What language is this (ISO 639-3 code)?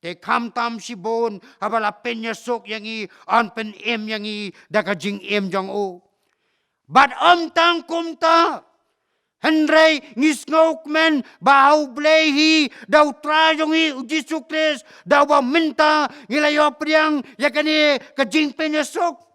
kha